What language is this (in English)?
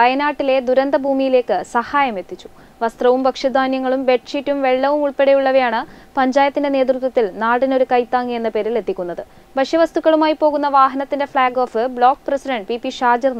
Malayalam